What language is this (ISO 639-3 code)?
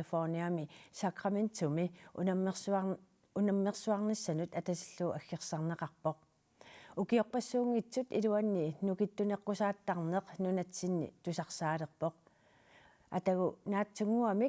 kal